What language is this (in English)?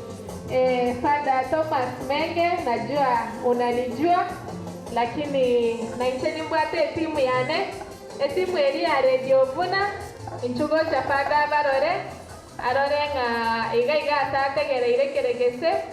Gusii